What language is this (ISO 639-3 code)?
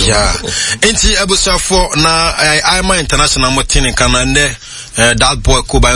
aka